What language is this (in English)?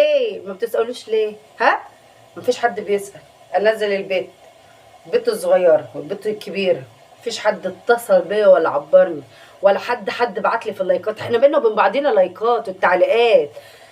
Egyptian Arabic